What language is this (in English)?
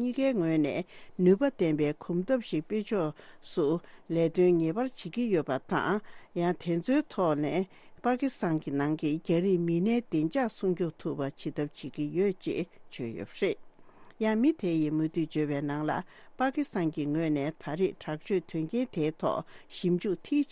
Tibetan